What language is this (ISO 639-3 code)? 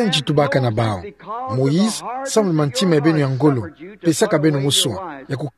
ktu